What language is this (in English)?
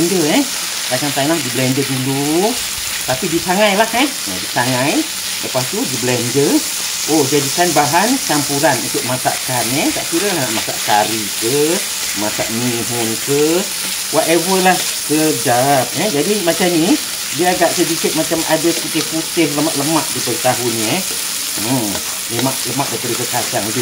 Malay